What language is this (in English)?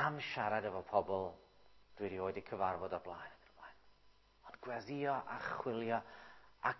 Welsh